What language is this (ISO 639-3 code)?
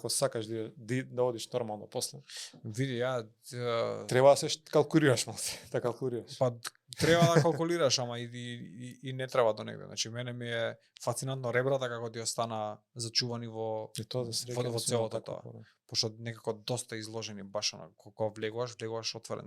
mkd